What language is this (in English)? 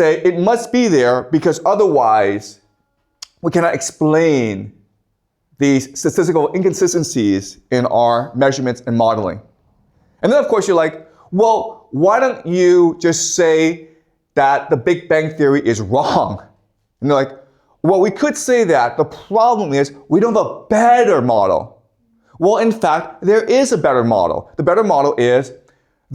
English